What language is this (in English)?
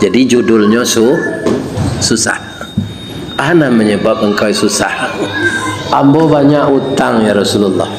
Minangkabau